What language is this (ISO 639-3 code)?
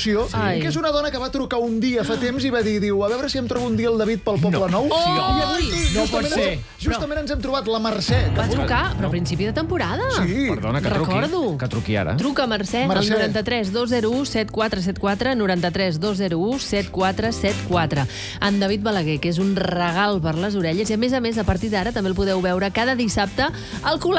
cat